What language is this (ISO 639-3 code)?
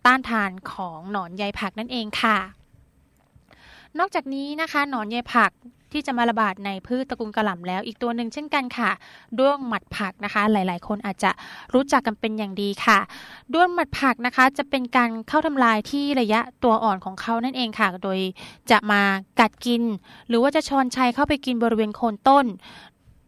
tha